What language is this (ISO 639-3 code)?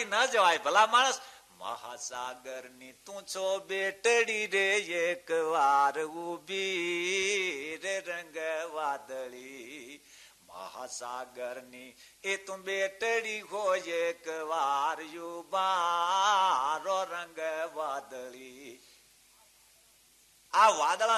guj